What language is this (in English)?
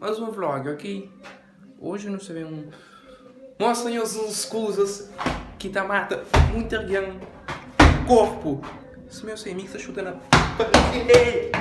Kabuverdianu